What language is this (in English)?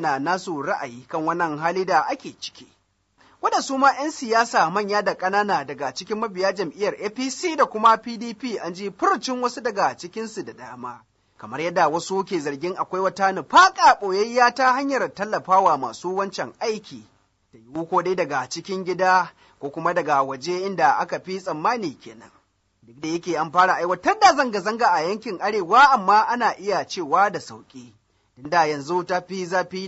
Hausa